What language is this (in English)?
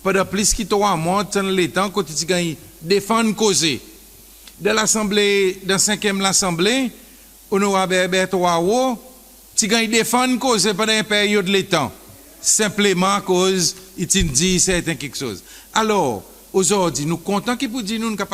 Seselwa Creole French